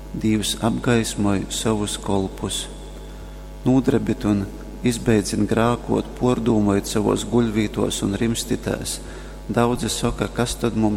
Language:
Latgalian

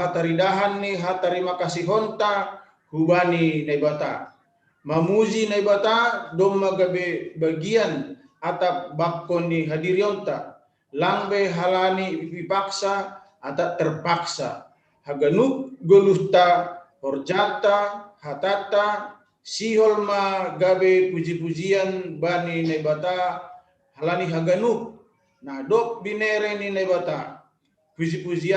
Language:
Batak Simalungun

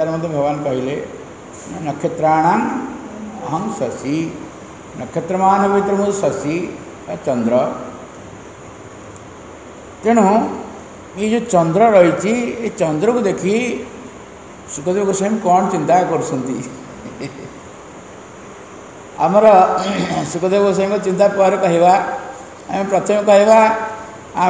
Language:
Odia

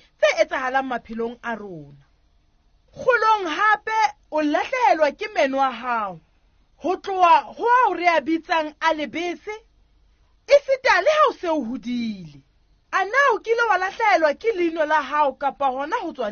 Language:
Southern Sotho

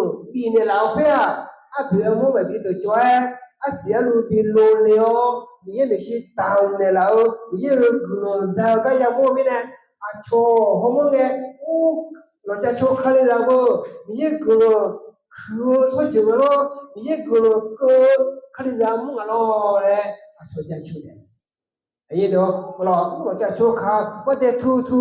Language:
Akha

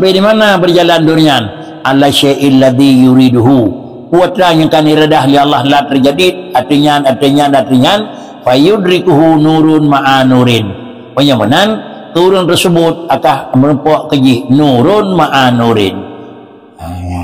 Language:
Achinese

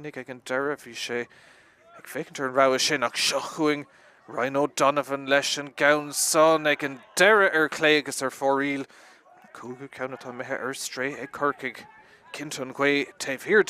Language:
Irish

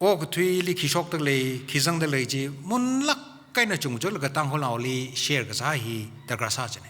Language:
Tangkhul Naga (India)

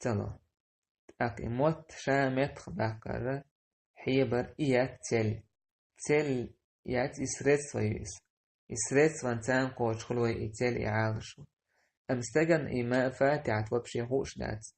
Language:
Chechen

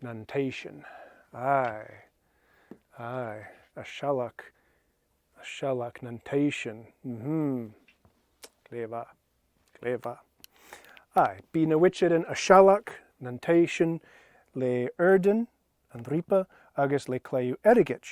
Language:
Scottish Gaelic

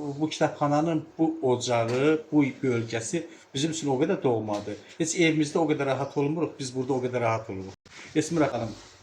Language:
Azerbaijani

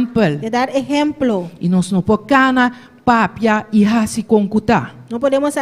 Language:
Papiamento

